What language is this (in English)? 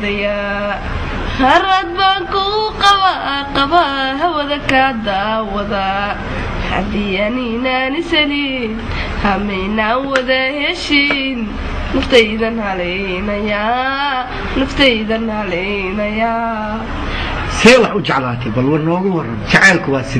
Somali